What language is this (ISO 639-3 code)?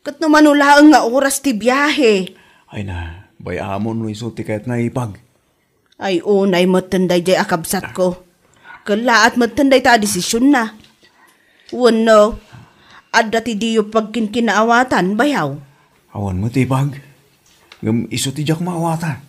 ilo